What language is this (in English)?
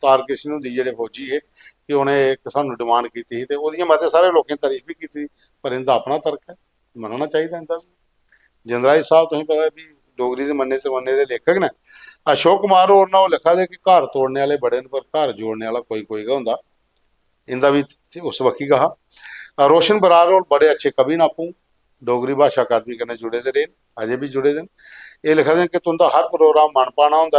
Dogri